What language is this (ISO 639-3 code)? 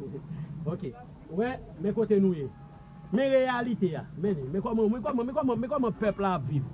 hat